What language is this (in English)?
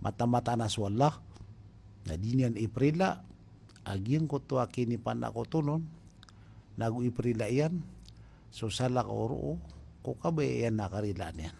Maranao